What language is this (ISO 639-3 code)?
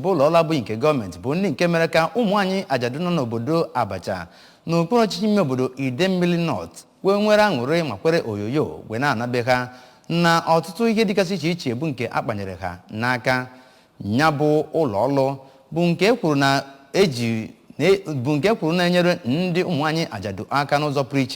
ibo